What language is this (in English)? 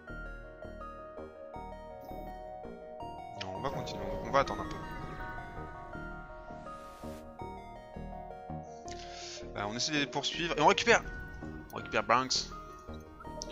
French